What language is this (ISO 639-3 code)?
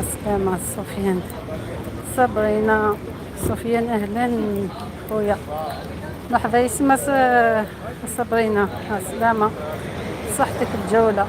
arq